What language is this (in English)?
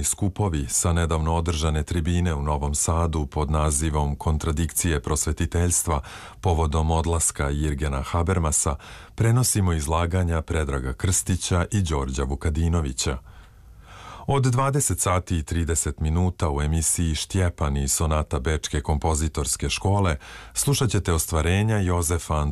Serbian